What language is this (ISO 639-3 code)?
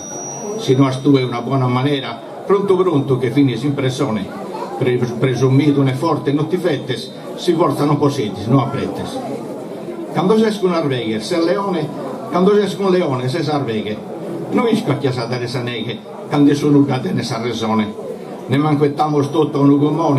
srd